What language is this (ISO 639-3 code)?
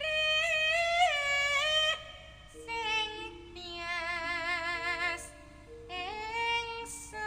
jav